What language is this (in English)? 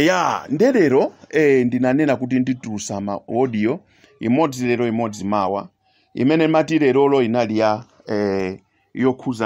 Nyanja